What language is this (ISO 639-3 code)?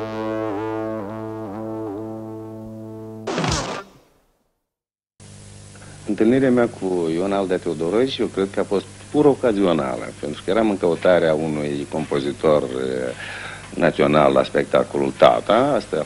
ron